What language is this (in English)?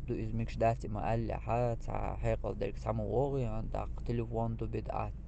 Chechen